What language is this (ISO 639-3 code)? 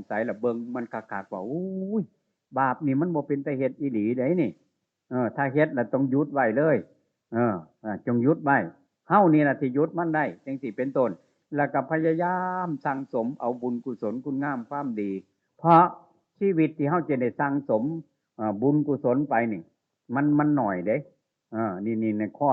tts